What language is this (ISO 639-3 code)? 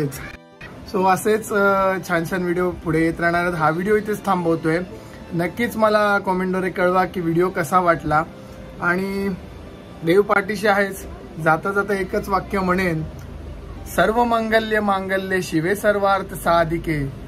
mar